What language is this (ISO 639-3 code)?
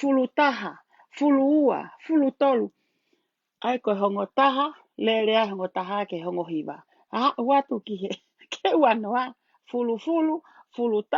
ton